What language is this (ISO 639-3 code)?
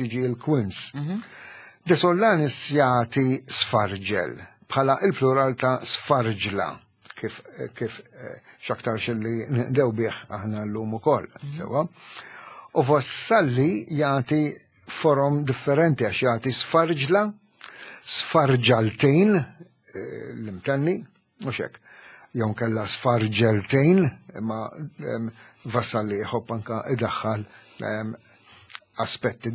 mlt